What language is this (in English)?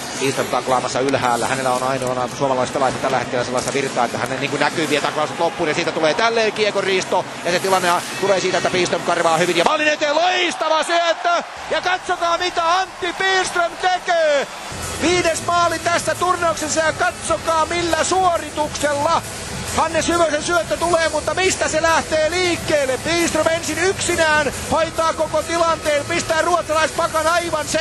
Finnish